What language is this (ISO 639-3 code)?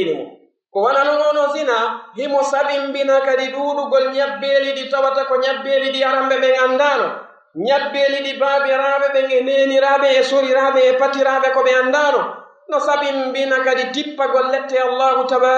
fuf